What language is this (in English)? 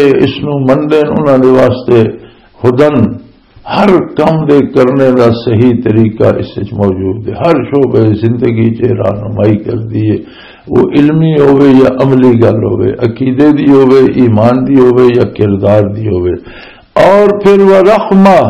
Western Panjabi